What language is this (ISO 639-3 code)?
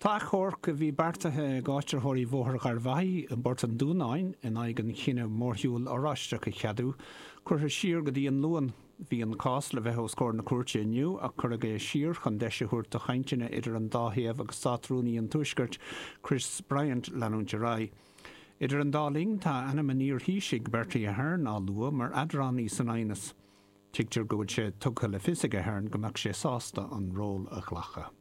gle